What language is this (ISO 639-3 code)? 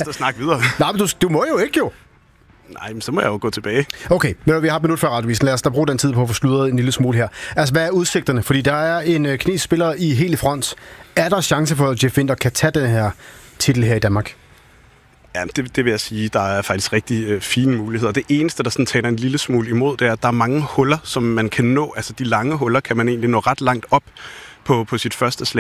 dan